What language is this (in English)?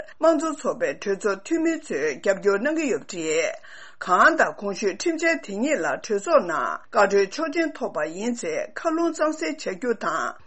Tibetan